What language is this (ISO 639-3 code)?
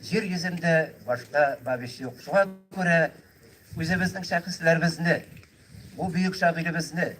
bak